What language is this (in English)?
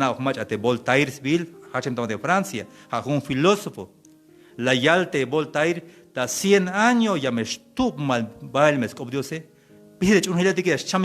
Tzeltal